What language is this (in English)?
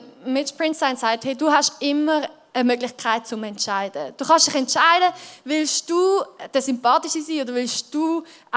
Swiss German